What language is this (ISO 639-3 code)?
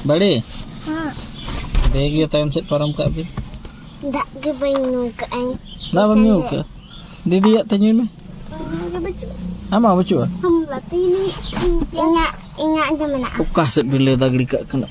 sat